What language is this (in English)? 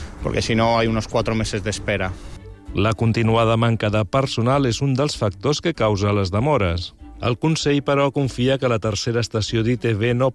Catalan